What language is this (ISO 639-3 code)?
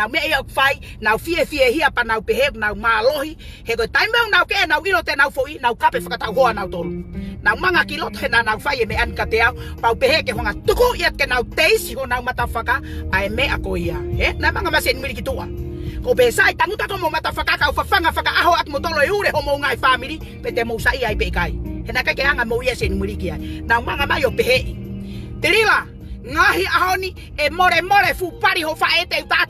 ton